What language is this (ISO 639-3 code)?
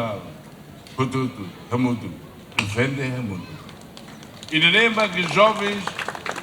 tet